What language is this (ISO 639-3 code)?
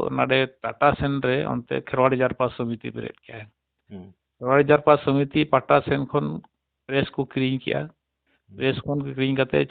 sat